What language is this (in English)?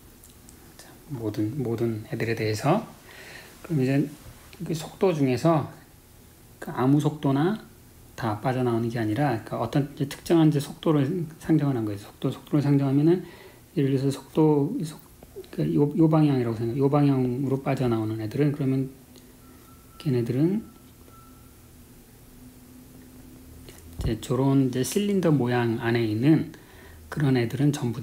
Korean